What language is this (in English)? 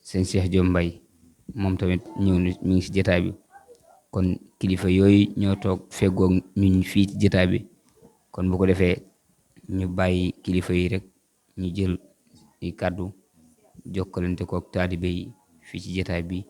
Wolof